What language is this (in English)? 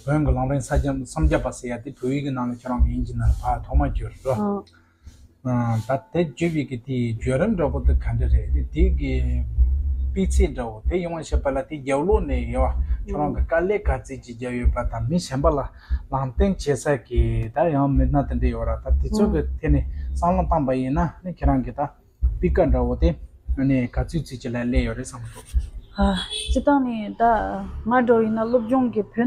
Tibetan